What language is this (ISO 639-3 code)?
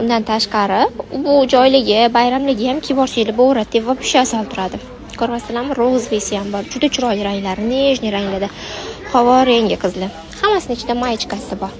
uzb